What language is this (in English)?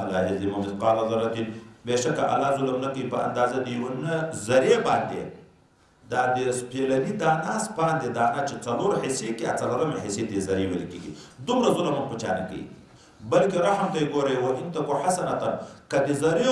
Pashto